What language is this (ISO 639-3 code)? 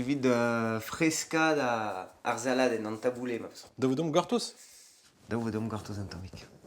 bre